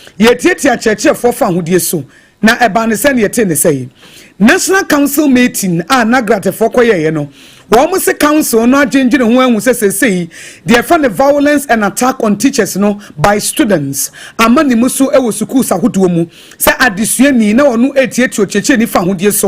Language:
Akan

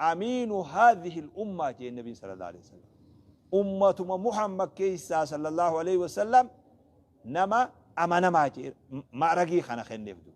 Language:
Oromo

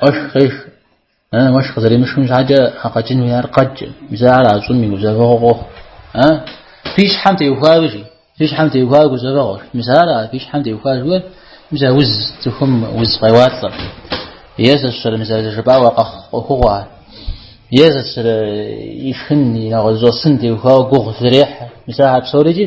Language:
Kabardian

